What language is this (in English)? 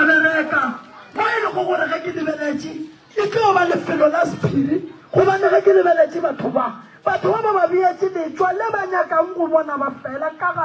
Northern Sotho